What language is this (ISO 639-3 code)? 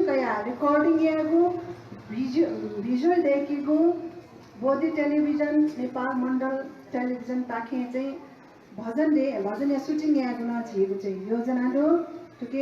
new